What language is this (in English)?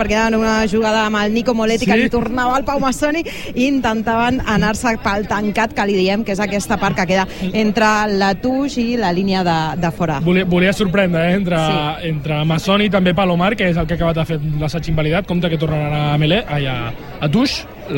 Catalan